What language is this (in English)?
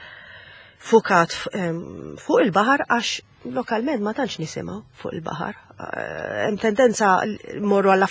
Maltese